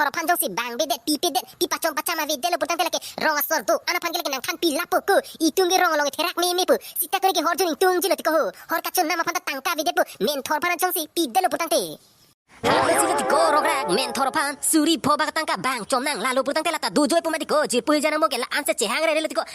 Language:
Karbi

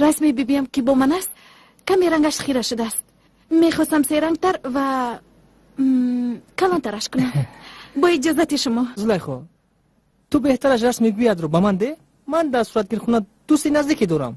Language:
Tajik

